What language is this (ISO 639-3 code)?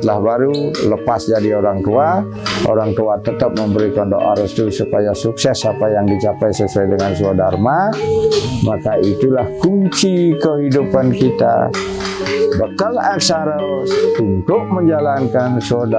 ban